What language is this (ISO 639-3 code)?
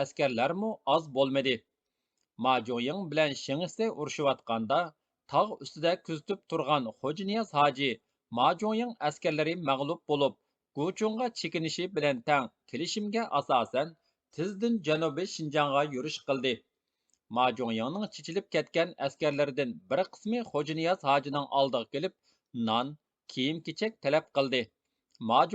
uig